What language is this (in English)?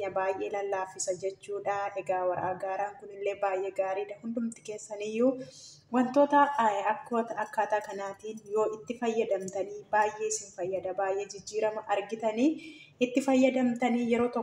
Oromo